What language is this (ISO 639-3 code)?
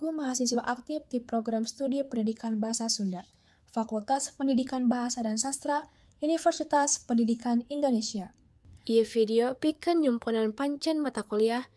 sun